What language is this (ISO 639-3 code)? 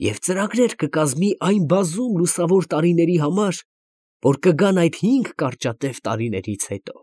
hye